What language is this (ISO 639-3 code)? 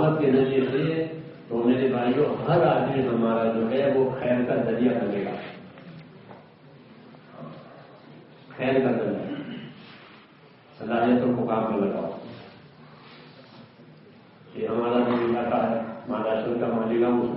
urd